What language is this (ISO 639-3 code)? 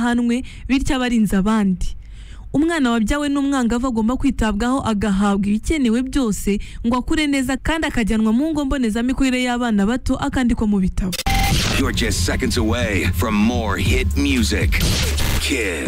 kin